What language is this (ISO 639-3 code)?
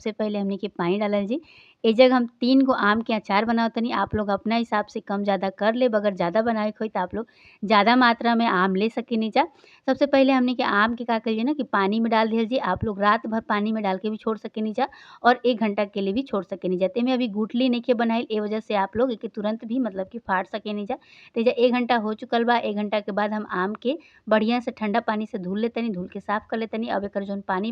bho